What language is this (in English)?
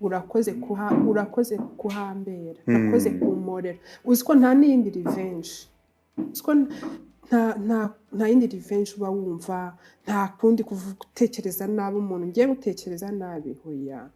Kinyarwanda